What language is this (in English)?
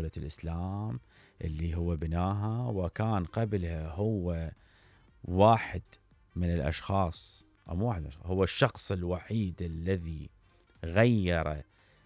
Mesopotamian Arabic